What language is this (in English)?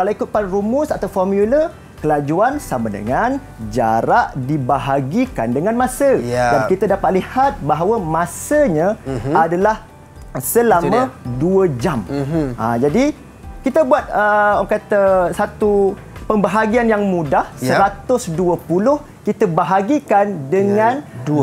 Malay